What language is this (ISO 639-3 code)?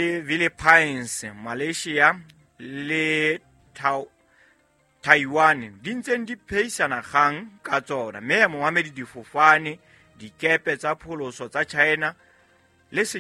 sot